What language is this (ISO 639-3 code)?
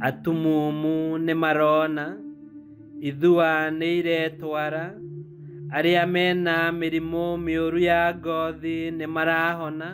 kik